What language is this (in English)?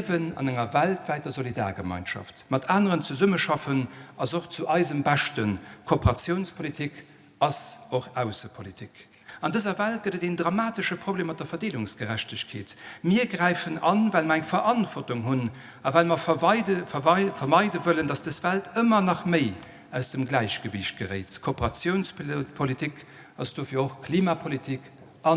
Luxembourgish